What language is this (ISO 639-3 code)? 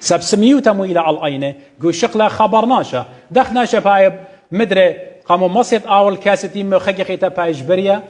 aii